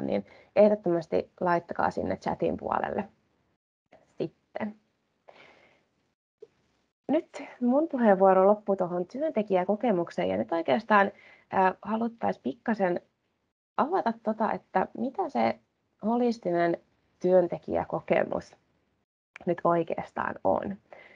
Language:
Finnish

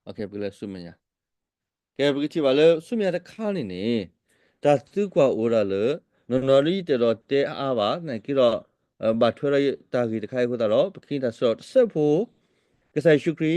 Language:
S'gaw Karen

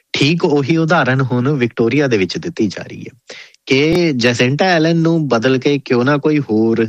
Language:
Punjabi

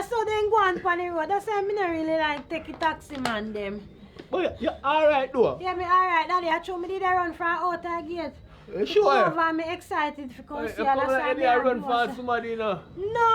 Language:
Jamaican Creole English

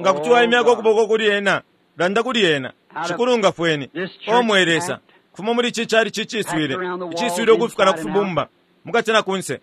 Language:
Bemba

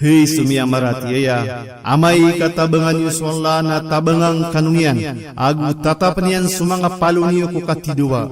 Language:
Maranao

